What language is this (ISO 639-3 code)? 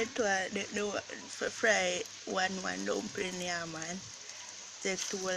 jam